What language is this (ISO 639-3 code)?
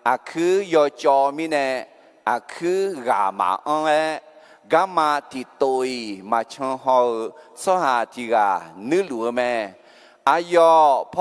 ahk